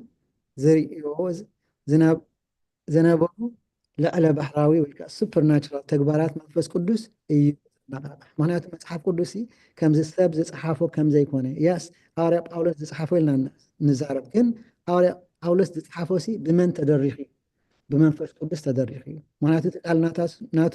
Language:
Tigrinya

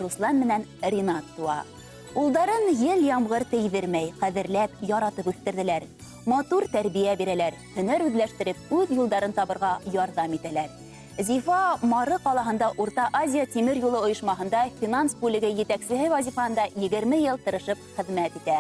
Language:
Bashkir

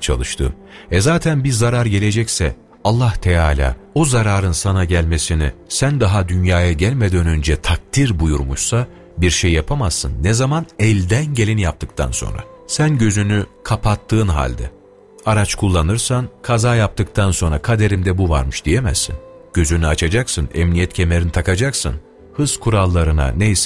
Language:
Turkish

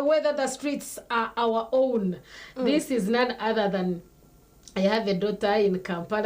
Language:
Nyankole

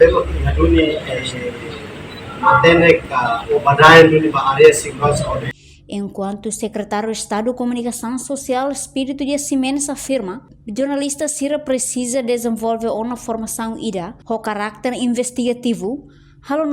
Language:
Tetum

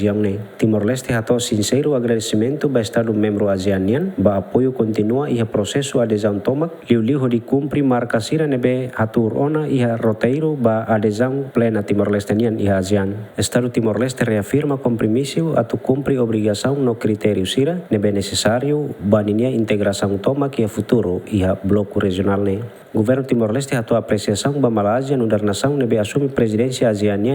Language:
Tetum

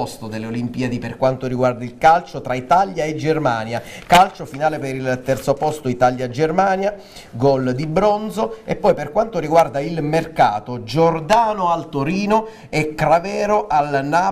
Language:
Italian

